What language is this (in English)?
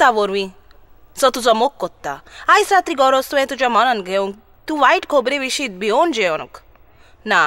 Konkani